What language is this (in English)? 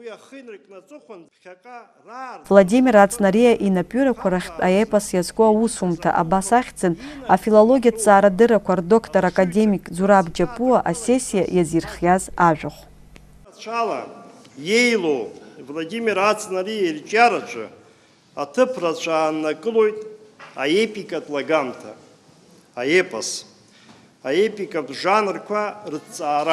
Abkhazian